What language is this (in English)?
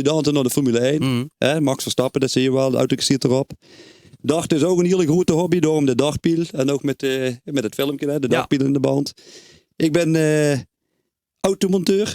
Limburgish